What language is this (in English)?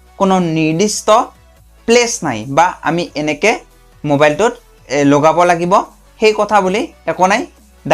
Assamese